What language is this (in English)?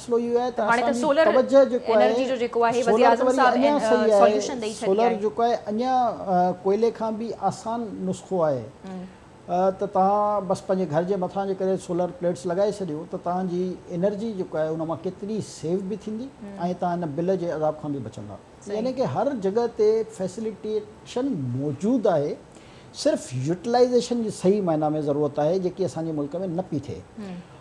Sindhi